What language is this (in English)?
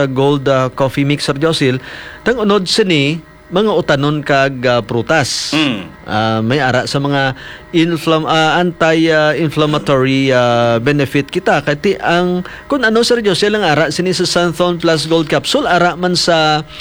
Hiligaynon